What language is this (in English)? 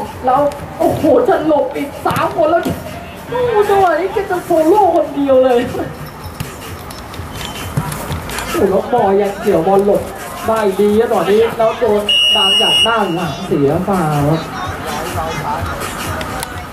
Thai